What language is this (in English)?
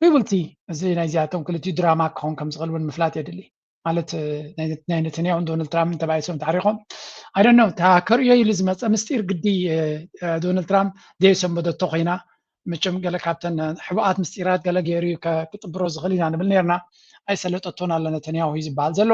Tigrinya